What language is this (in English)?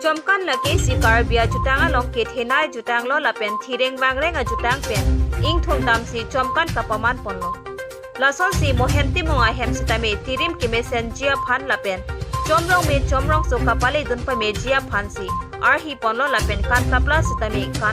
Karbi